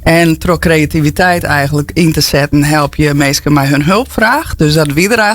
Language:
Western Frisian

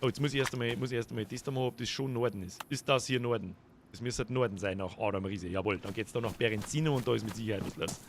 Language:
Bavarian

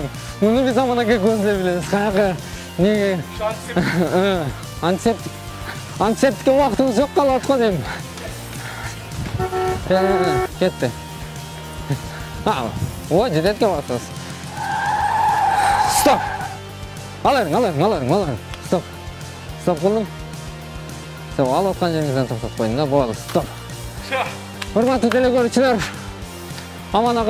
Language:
Kyrgyz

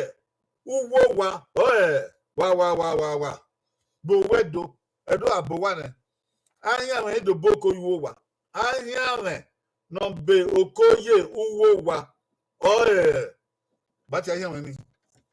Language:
Bini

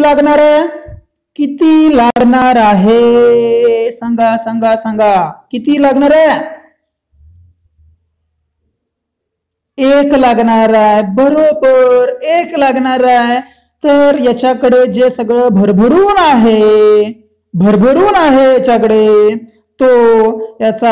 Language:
Marathi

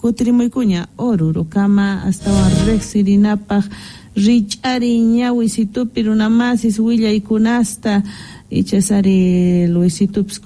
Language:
South Bolivian Quechua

